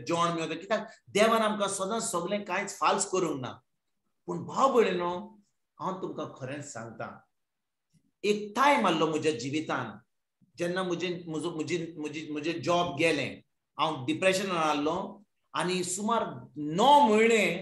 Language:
Konkani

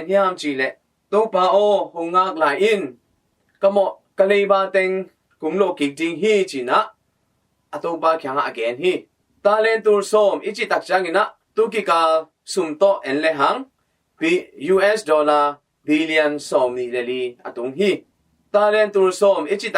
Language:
Tedim Chin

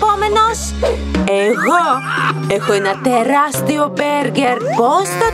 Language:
Greek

